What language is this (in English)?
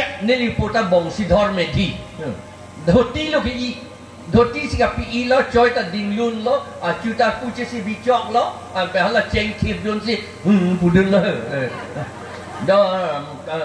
Karbi